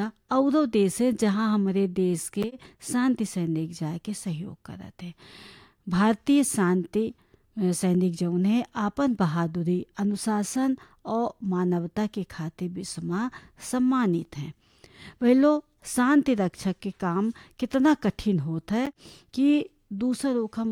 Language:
Bhojpuri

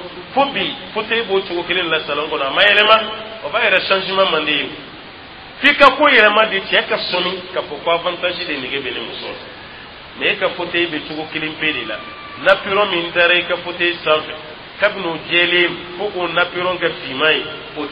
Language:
Dyula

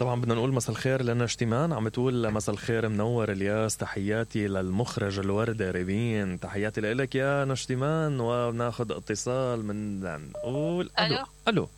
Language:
Mesopotamian Arabic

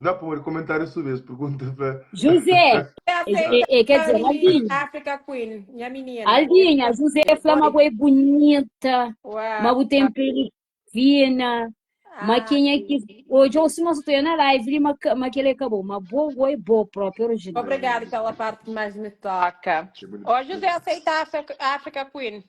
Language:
Kabuverdianu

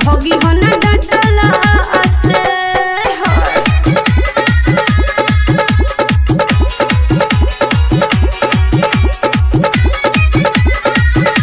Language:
Bhojpuri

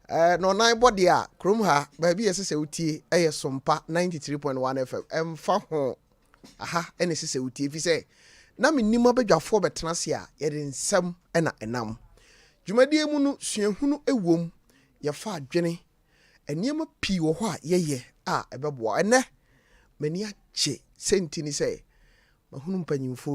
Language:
Akan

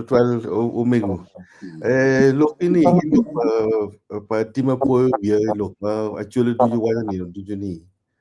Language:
Acoli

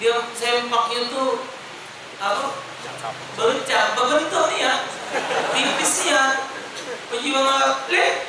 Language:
Musi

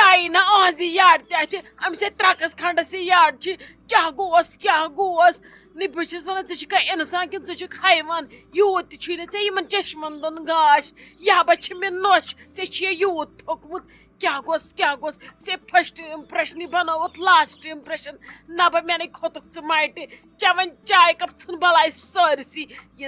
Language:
Kashmiri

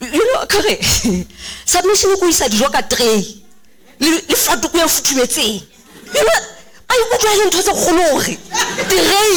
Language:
Southern Sotho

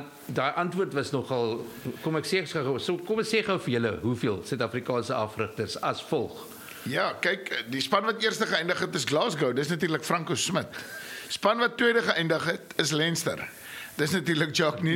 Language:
Afrikaans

